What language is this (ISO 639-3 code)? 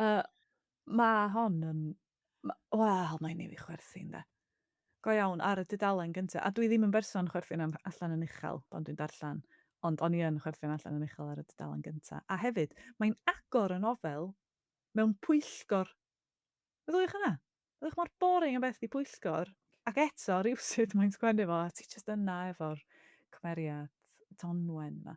cym